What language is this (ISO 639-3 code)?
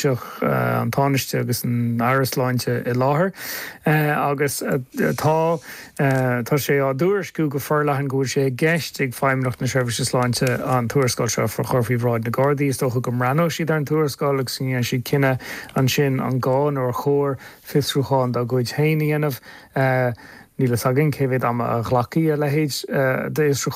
gle